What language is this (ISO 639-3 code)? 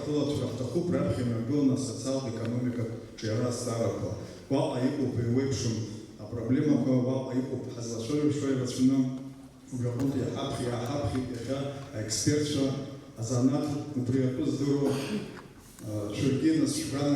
abk